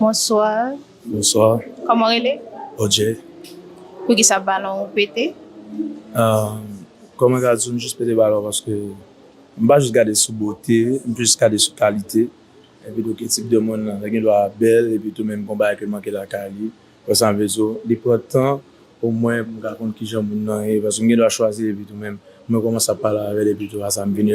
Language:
Haitian Creole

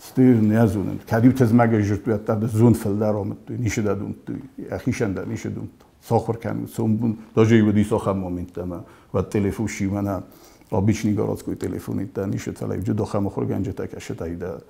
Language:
Ossetic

